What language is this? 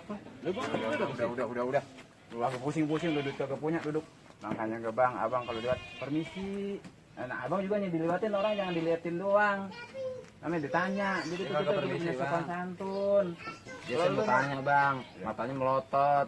Betawi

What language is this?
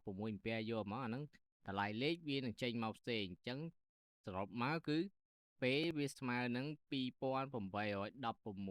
Khmer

